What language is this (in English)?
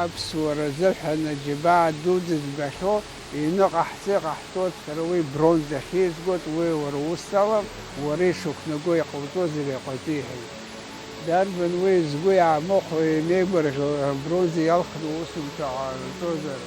Abkhazian